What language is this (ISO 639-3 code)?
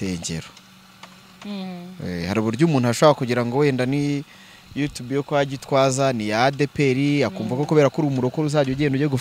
kin